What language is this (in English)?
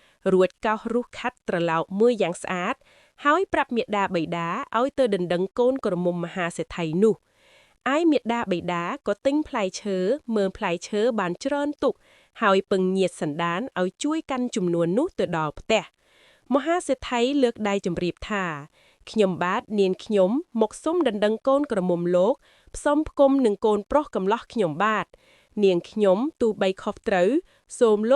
Khmer